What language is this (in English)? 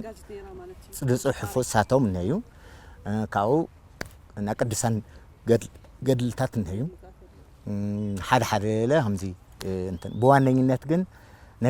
Tigrinya